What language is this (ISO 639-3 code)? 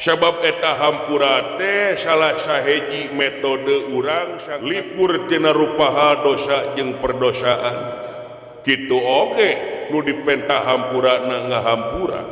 sun